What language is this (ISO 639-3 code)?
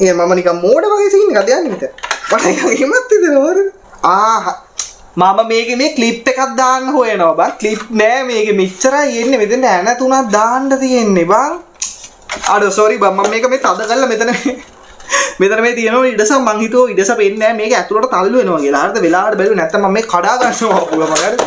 sin